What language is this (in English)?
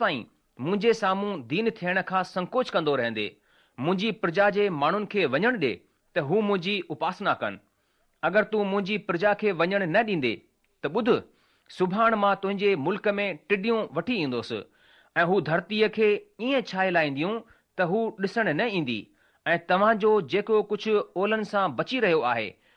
Sindhi